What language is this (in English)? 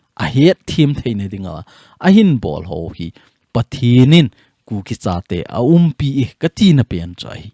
Thado Chin